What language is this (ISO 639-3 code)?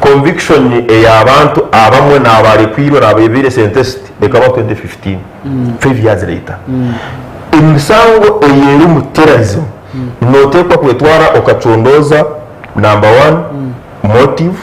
nyn